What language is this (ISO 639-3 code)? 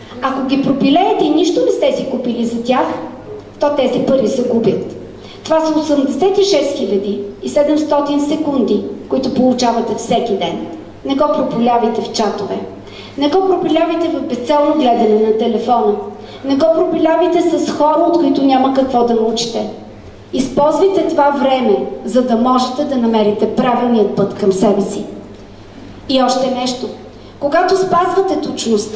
bul